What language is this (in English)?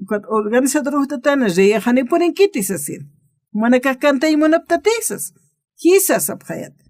Aymara